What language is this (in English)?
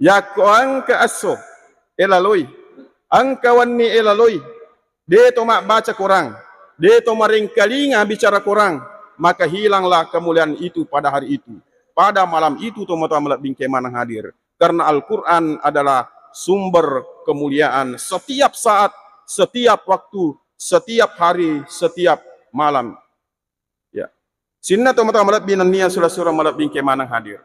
Buginese